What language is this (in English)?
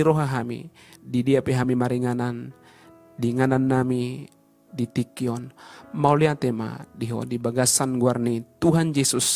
Batak Toba